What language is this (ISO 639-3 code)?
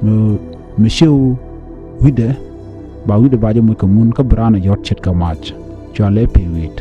nus